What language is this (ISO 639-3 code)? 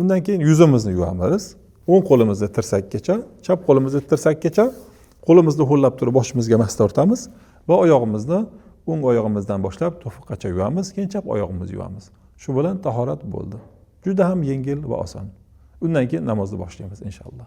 uzb